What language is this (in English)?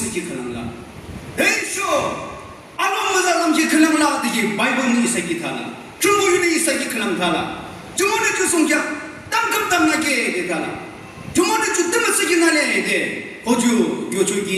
Naga Pidgin